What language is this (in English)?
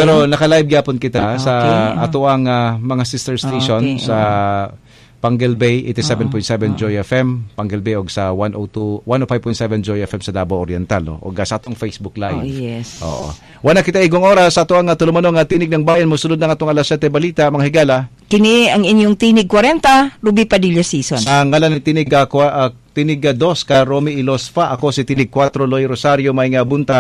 Cebuano